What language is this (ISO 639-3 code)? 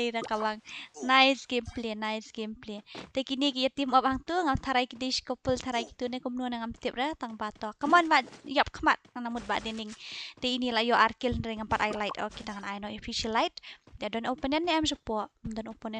kha